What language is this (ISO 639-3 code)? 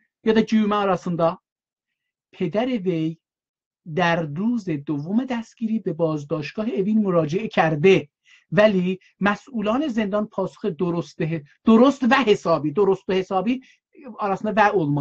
azb